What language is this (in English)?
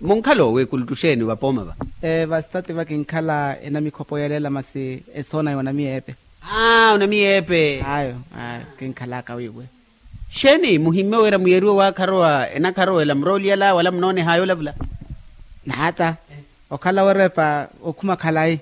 Makhuwa